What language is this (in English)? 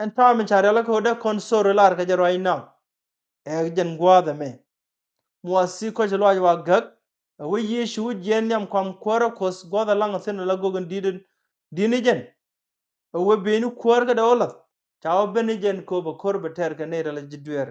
Nuer